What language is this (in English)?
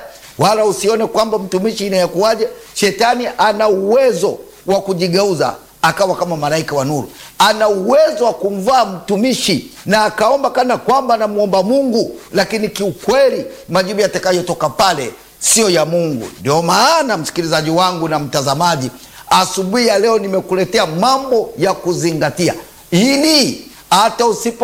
Swahili